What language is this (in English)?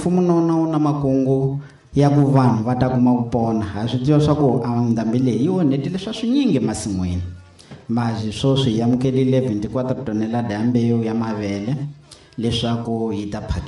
Tsonga